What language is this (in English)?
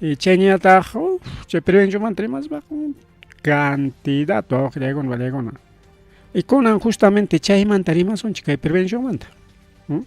Ayacucho Quechua